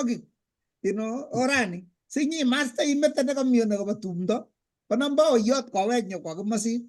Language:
Kalenjin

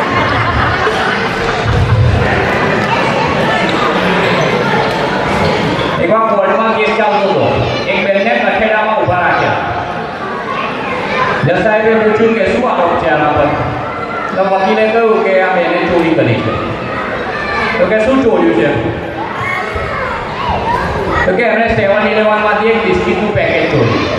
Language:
Gujarati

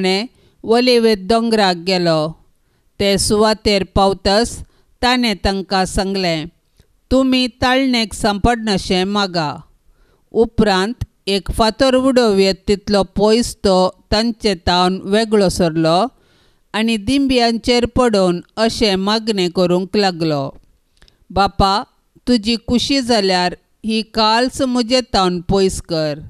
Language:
Konkani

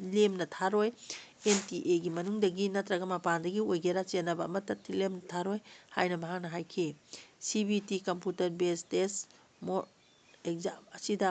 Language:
Manipuri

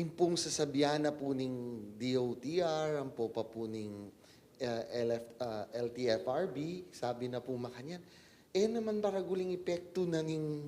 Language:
Pampanga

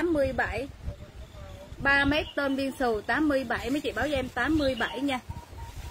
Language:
Vietnamese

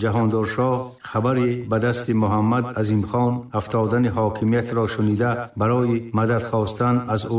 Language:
Tajik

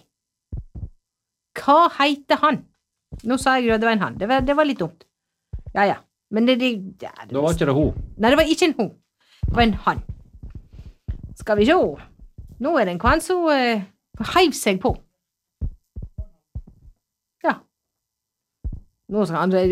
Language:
Norwegian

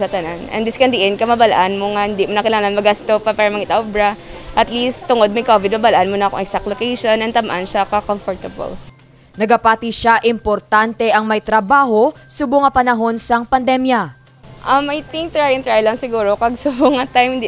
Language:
Hiligaynon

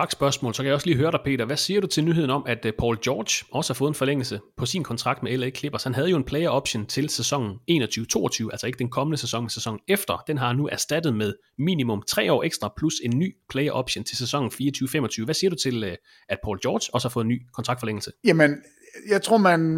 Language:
Danish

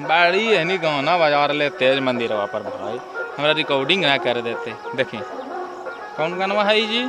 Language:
Magahi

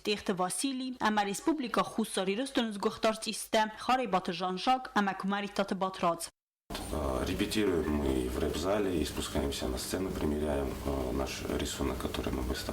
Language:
Ossetic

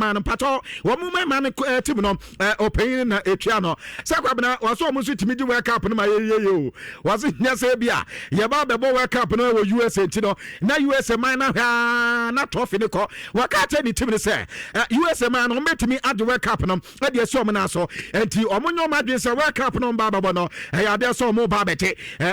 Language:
Akan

